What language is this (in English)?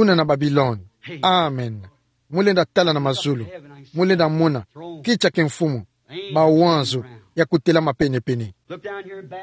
Kituba (Democratic Republic of Congo)